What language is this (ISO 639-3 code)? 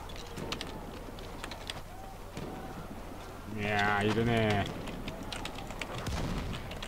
jpn